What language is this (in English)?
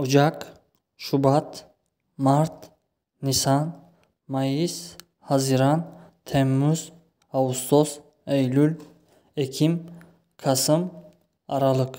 Tajik